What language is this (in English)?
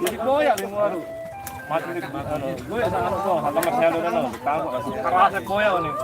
Sasak